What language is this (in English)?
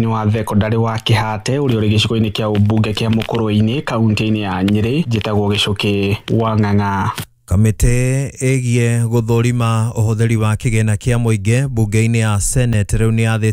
Kikuyu